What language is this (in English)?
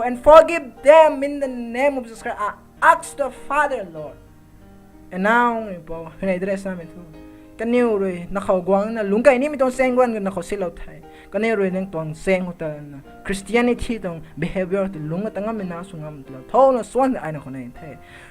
Rongmei Naga